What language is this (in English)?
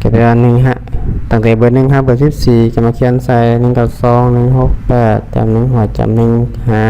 Lao